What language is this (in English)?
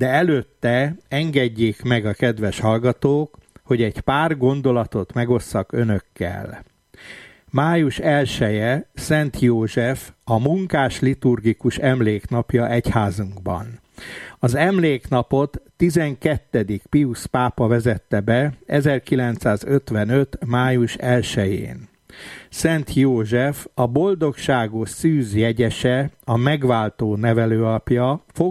Hungarian